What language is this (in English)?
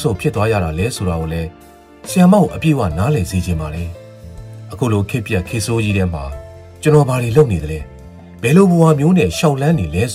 Burmese